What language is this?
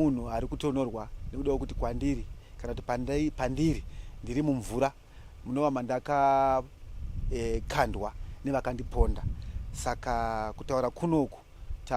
Shona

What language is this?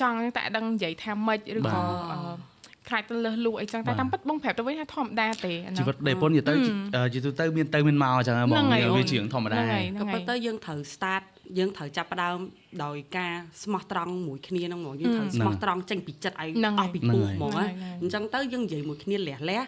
Khmer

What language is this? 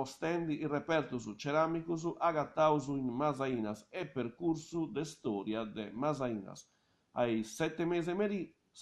Sardinian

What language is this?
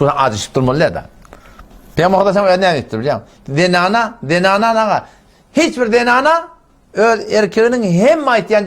Turkmen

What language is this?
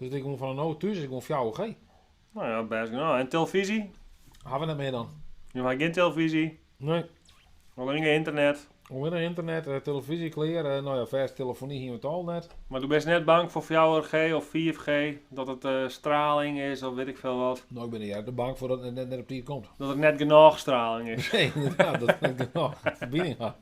Western Frisian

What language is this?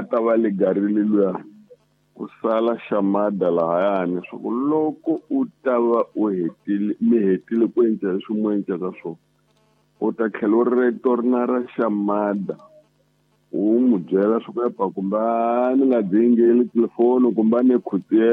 Tsonga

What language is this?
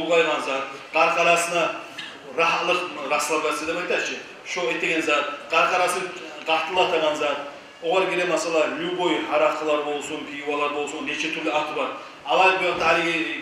Kumyk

